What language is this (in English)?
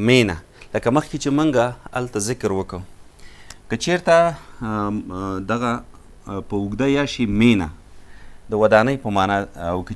Pashto